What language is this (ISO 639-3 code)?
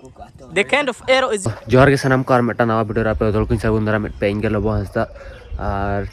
sat